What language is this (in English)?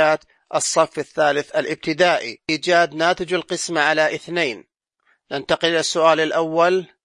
Najdi Arabic